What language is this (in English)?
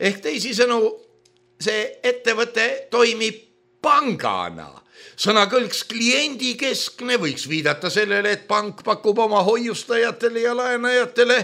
Estonian